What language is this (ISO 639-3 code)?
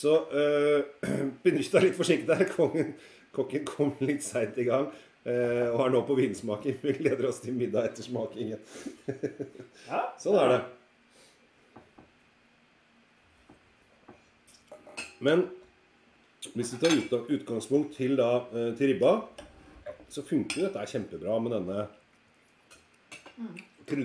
nor